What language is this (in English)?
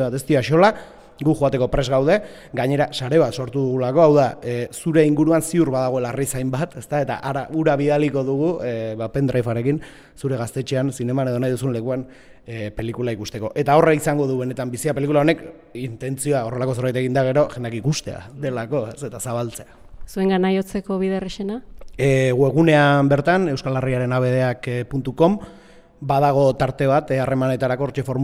Basque